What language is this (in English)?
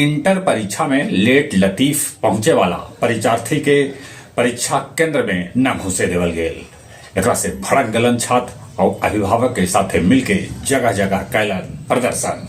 Magahi